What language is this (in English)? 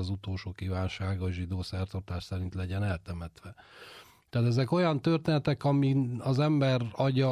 Hungarian